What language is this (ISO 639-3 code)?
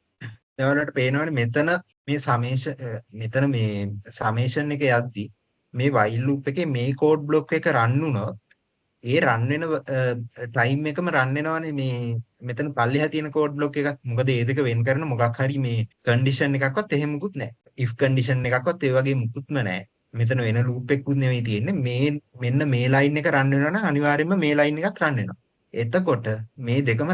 sin